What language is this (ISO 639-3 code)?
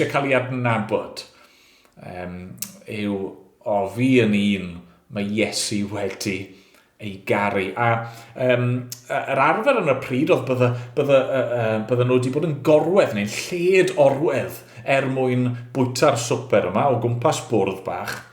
cym